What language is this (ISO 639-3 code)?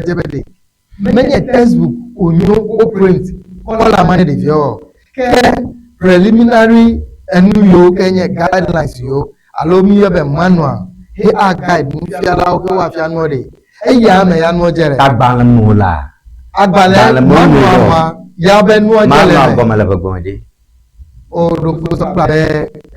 ewe